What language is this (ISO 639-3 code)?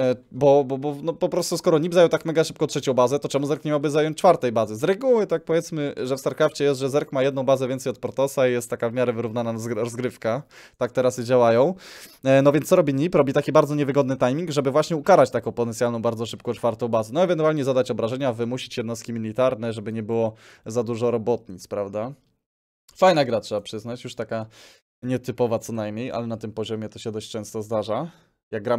pol